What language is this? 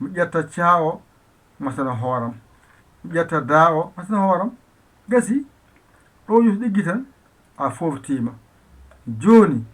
Fula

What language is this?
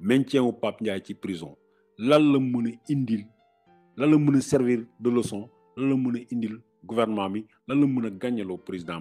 Wolof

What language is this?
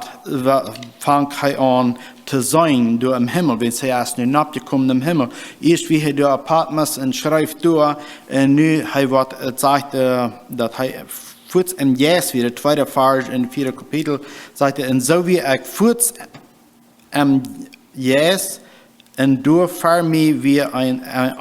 Plautdietsch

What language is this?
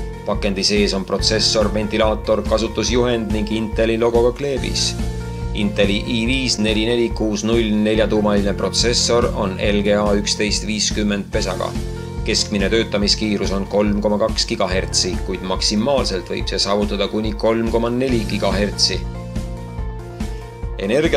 Estonian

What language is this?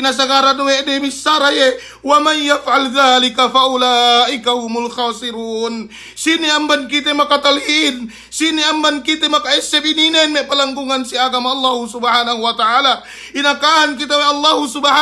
Yakan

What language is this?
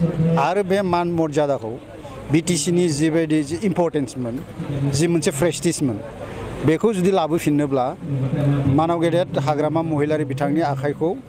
Bodo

